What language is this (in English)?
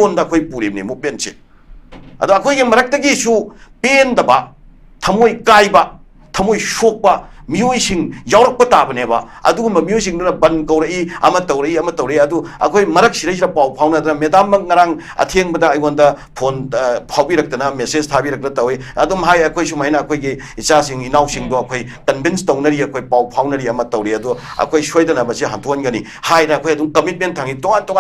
Manipuri